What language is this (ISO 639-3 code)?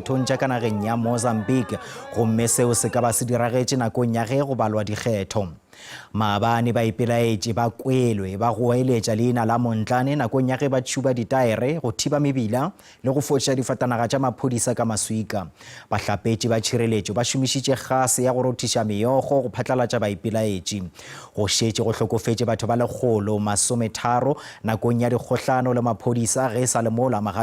nso